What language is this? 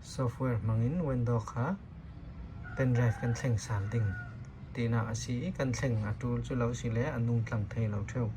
Falam Chin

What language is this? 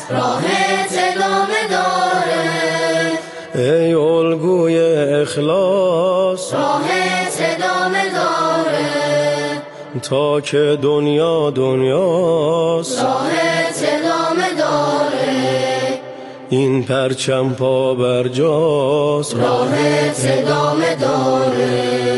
Persian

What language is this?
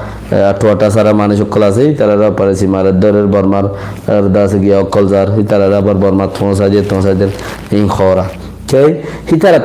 Rohingya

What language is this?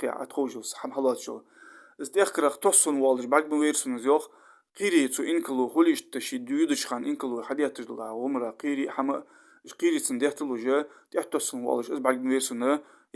Ingush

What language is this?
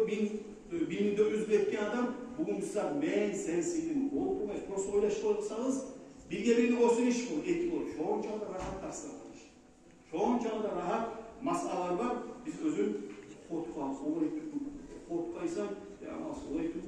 Kumyk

